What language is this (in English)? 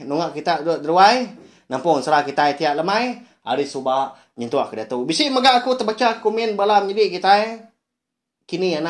Iban